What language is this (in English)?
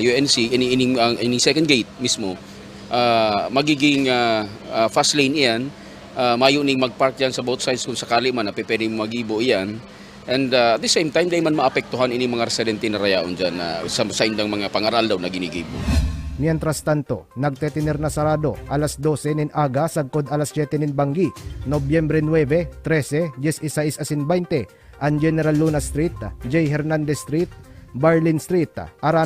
Bikol